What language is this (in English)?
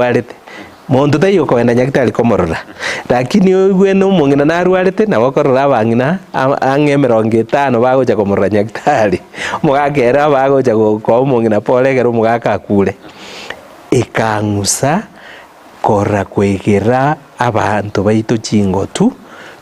Gusii